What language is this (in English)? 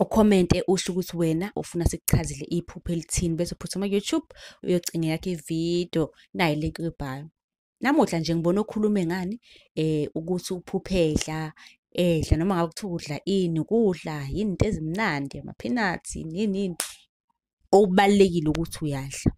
Zulu